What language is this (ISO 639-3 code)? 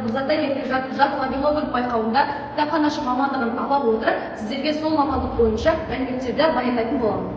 kaz